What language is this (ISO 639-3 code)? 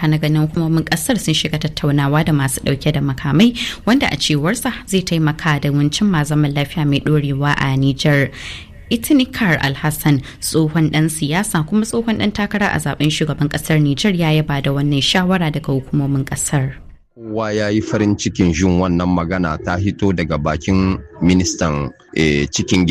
hau